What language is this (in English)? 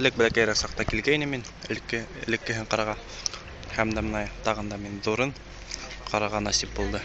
Bashkir